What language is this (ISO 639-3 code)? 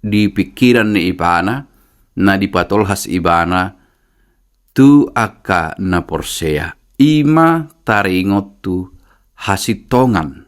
bbc